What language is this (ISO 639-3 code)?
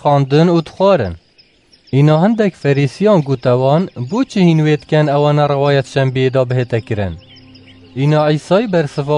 kur